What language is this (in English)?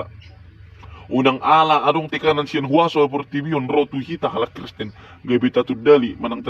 Batak Toba